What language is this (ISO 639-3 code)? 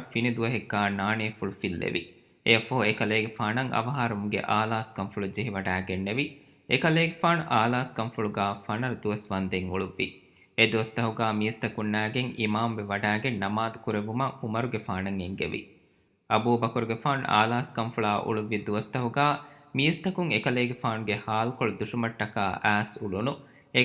div